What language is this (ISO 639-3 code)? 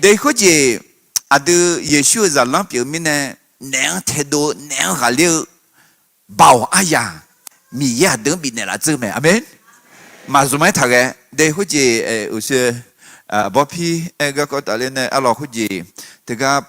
ahk